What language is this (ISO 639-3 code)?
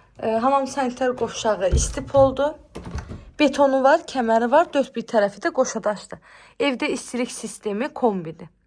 aze